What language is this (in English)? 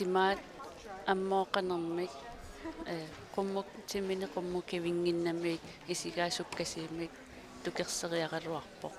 Kalaallisut